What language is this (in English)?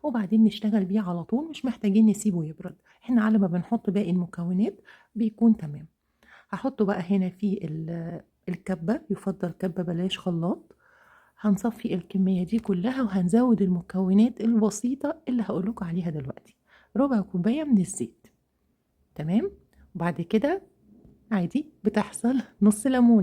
Egyptian Arabic